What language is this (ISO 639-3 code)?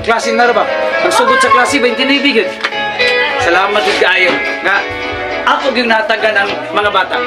ceb